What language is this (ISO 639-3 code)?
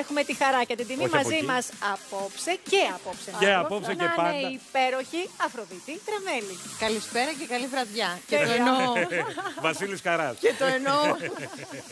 ell